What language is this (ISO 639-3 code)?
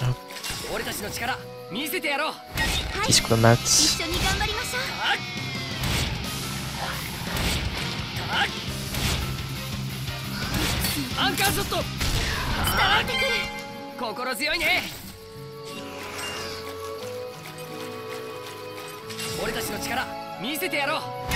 jpn